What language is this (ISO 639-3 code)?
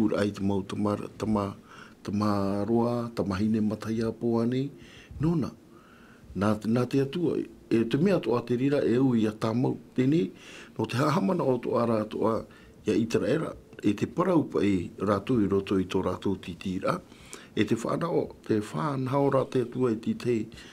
tah